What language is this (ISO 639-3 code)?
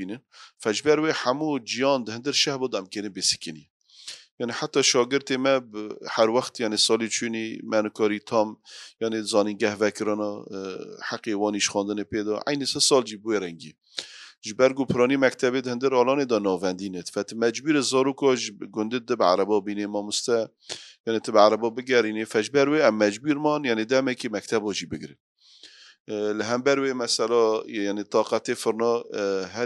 kur